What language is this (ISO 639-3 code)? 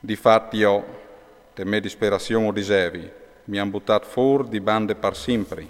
fur